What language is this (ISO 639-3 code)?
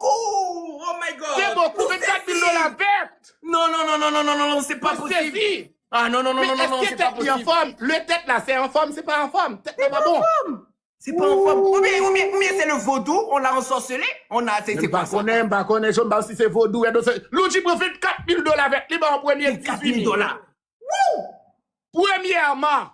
hat